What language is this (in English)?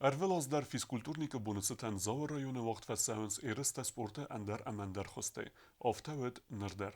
Ossetic